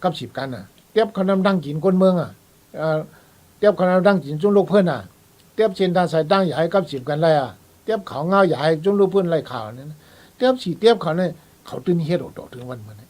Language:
Shan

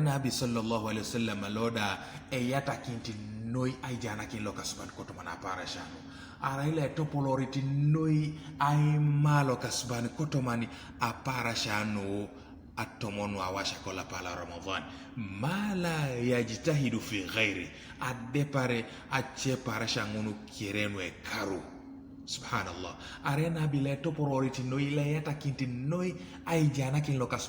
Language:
Teso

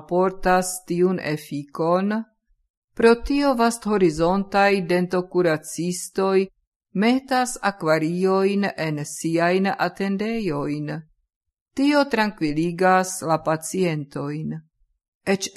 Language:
Esperanto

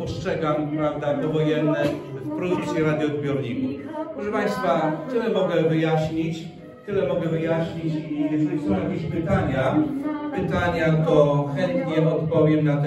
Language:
Polish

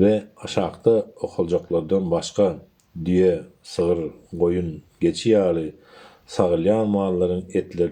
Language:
Turkmen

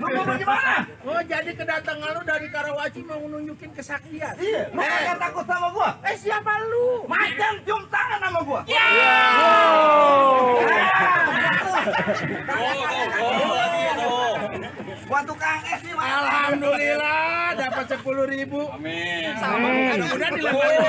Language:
Betawi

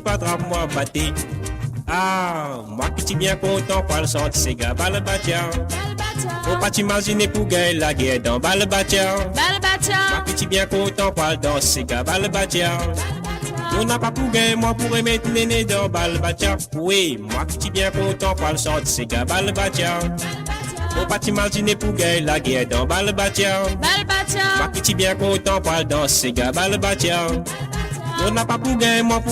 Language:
Morisyen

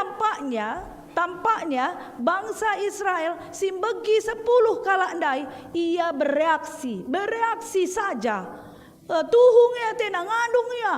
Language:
Batak Karo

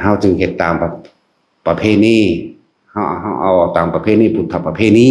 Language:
Northeastern Thai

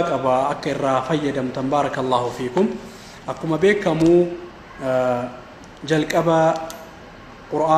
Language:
Oromo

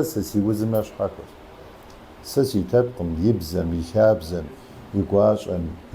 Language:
Kabardian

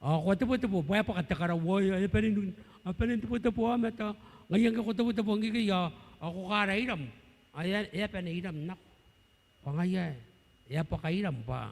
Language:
Gilbertese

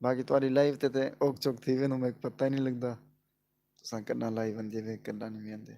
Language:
Saraiki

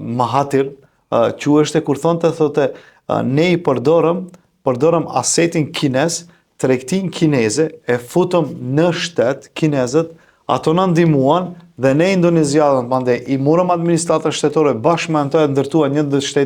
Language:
Albanian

